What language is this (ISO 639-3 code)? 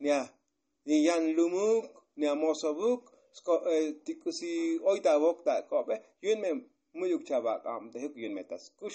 tzo